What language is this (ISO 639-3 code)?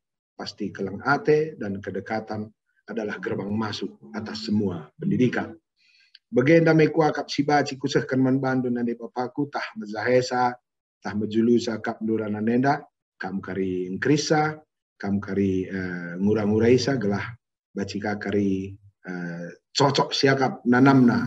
btx